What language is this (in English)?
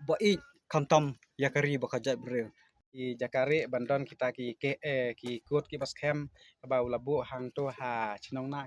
Khasi